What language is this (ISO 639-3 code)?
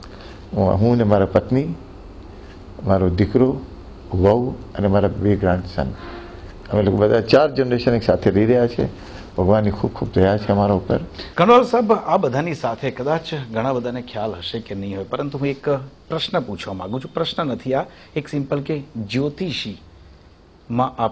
guj